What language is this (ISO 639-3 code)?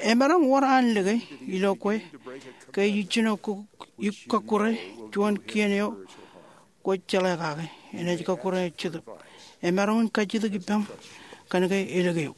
mah